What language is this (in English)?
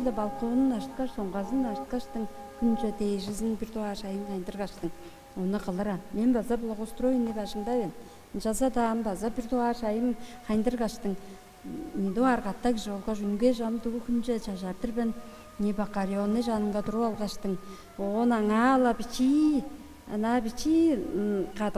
Tuvinian